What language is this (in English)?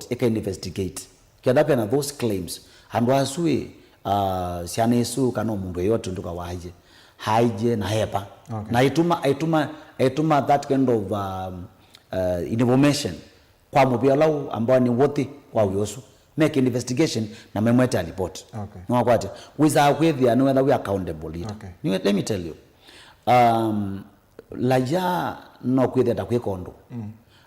Kamba